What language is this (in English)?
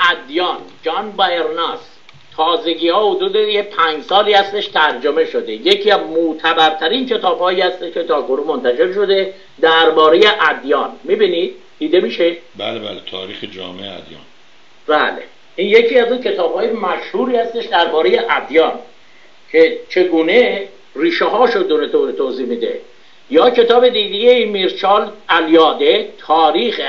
Persian